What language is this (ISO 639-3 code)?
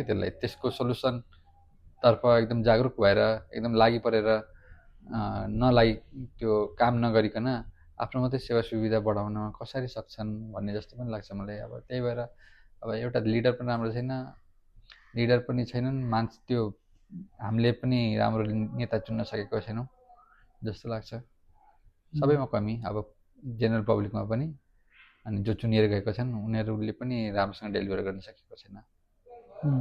nep